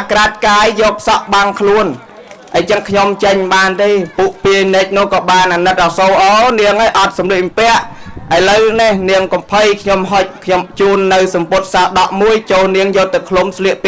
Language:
Khmer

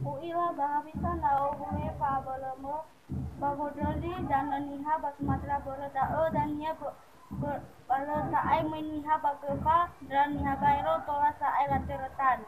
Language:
Nias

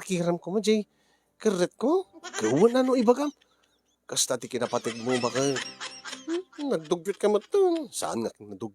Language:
Iloko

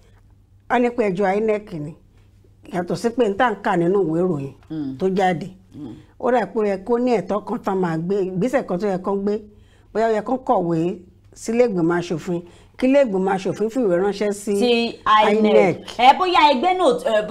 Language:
Yoruba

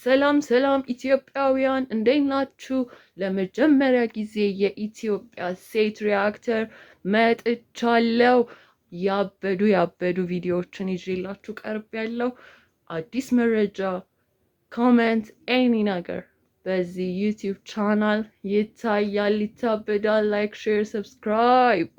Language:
Amharic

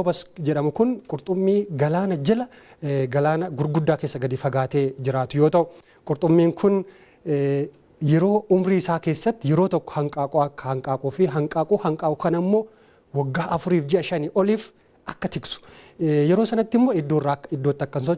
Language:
Oromo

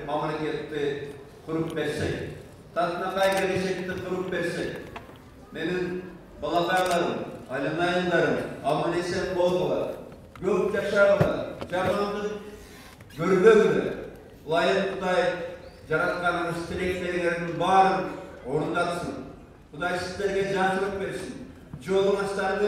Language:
Kyrgyz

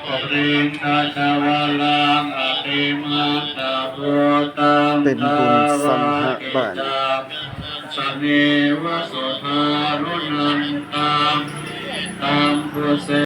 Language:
Pali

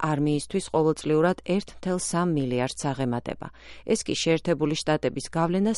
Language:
Georgian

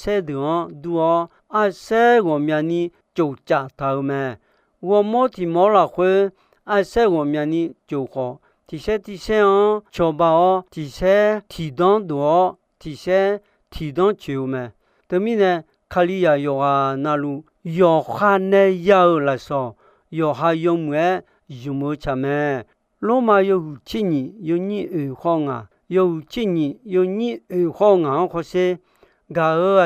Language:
Akha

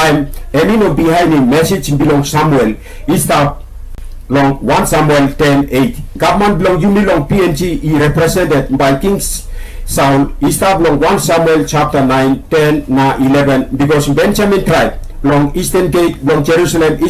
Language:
Tok Pisin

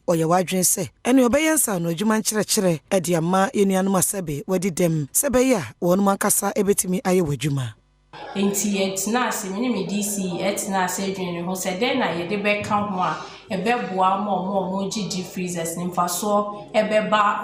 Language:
Akan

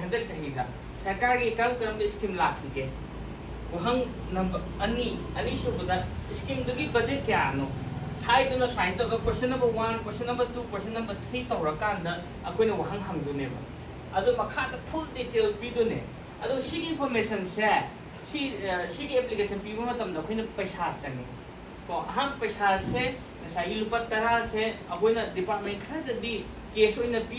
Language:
Manipuri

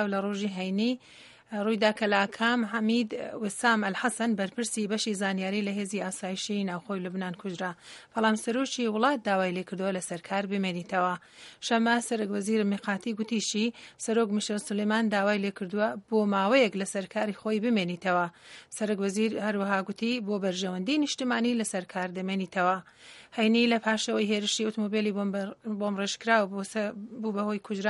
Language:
Central Kurdish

